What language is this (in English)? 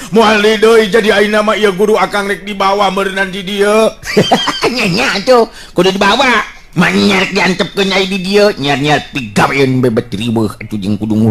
Sundanese